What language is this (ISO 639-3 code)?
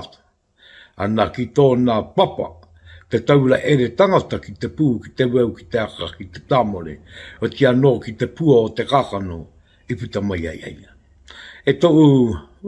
mri